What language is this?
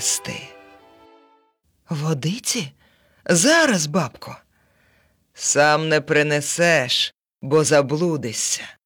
Ukrainian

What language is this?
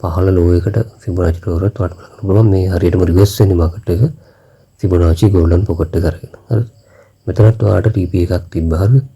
Sinhala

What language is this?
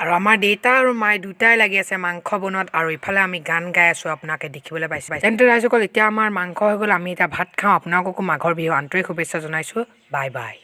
Assamese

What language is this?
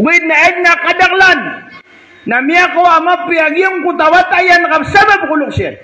Maranao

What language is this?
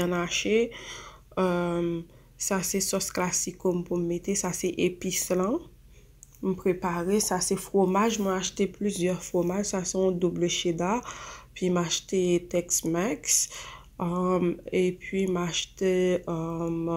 Haitian Creole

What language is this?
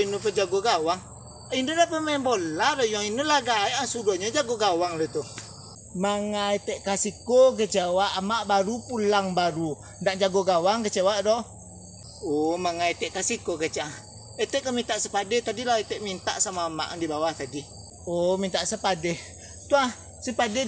Minangkabau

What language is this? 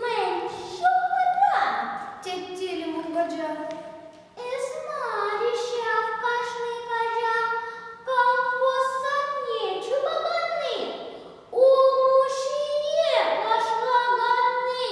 Chuvash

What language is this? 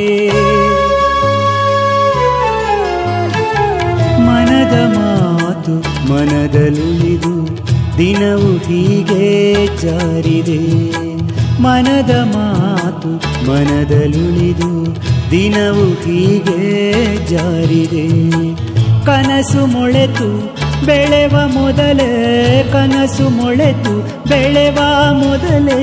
Kannada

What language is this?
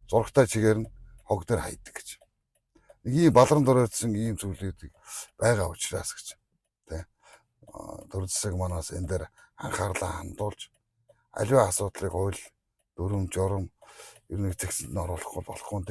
Mongolian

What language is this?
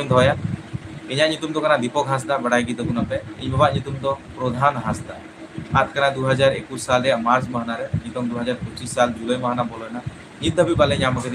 Santali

